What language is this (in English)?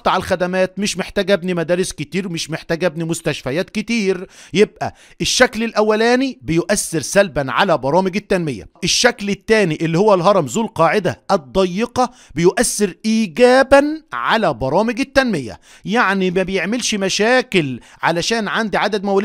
Egyptian Arabic